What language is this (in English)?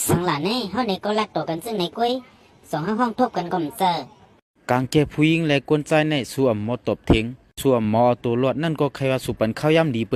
Shan